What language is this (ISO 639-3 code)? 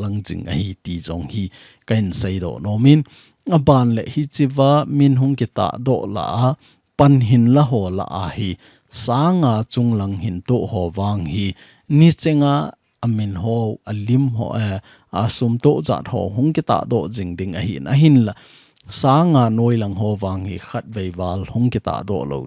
tcz